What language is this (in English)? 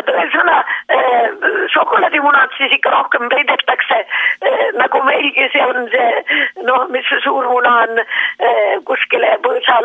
Estonian